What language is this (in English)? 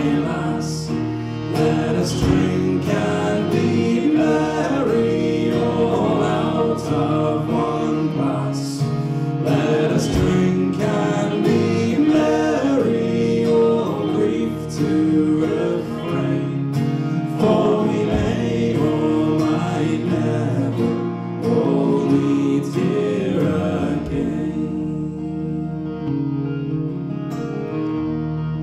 English